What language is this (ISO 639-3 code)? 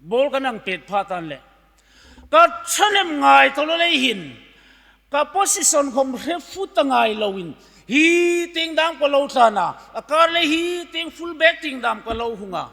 hmr